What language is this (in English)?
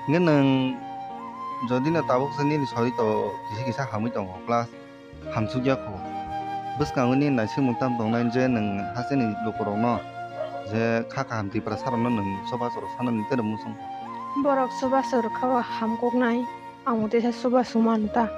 Kok Borok